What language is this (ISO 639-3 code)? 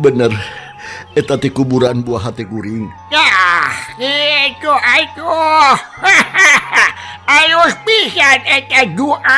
sun